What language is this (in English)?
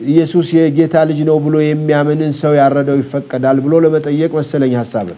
Amharic